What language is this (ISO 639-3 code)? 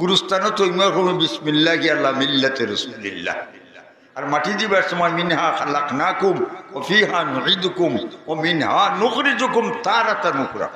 syl